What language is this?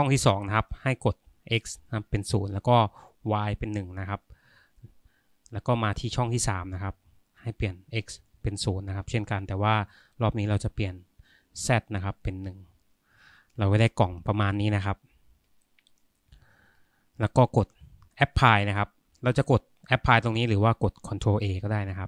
Thai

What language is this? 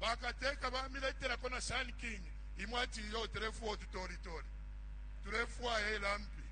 Bemba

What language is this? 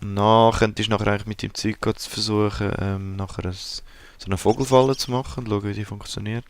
Swiss German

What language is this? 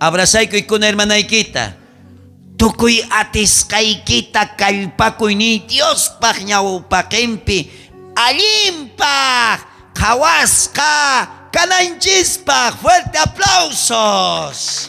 South Bolivian Quechua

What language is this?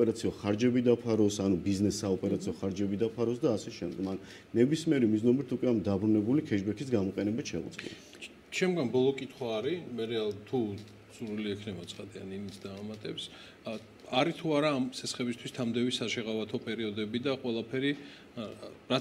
Georgian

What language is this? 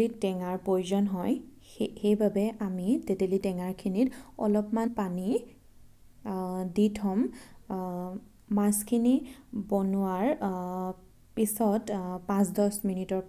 Assamese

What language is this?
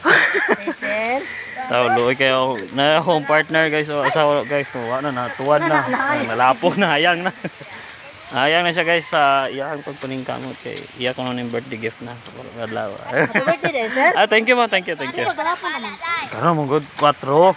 Cebuano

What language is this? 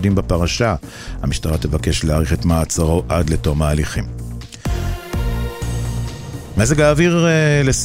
Hebrew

